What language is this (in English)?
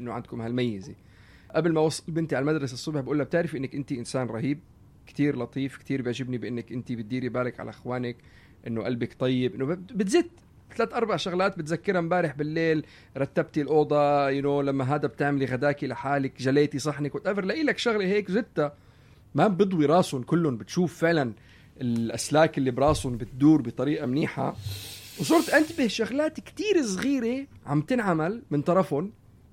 North Levantine Arabic